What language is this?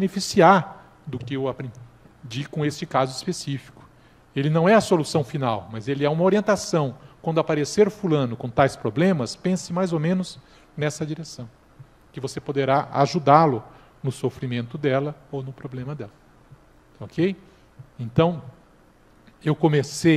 Portuguese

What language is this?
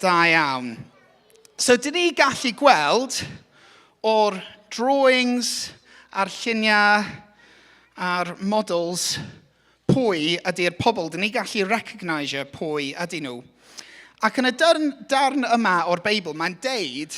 Welsh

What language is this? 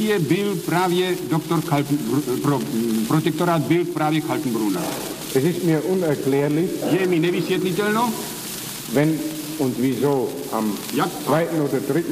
Czech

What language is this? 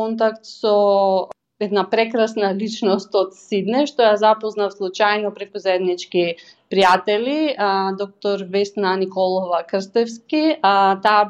Macedonian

